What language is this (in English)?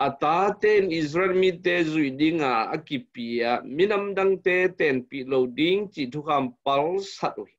Tedim Chin